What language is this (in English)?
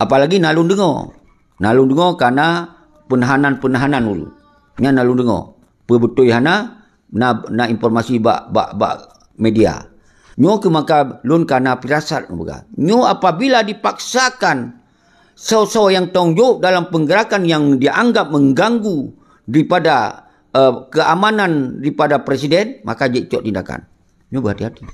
Achinese